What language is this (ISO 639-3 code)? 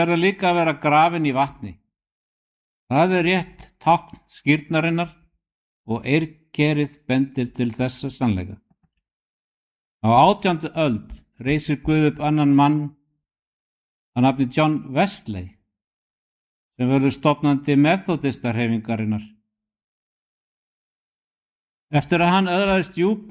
isl